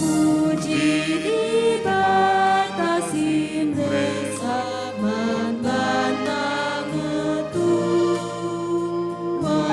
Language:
Batak Karo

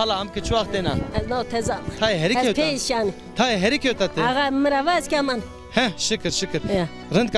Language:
Zaza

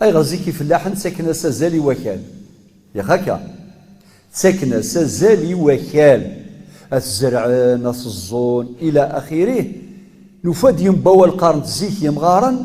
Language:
Kabyle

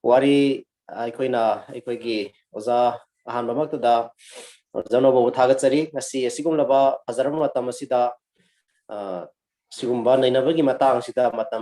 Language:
Manipuri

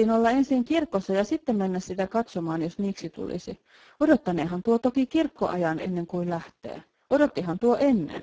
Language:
Finnish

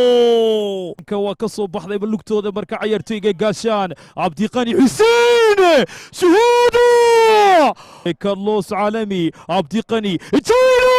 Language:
Somali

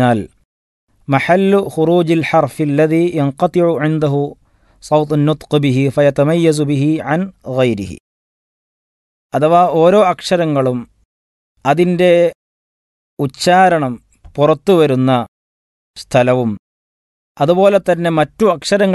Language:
Malayalam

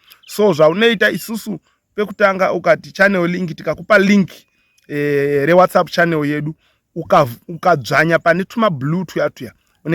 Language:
Shona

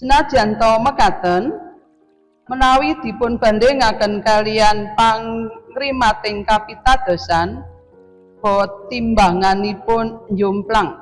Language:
Javanese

